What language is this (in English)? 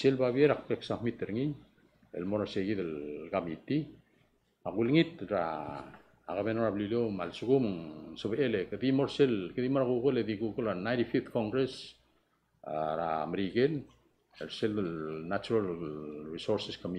Palauan